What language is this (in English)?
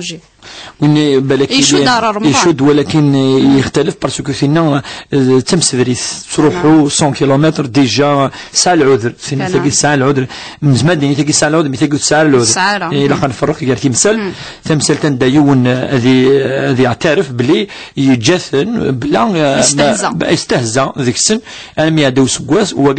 Kabyle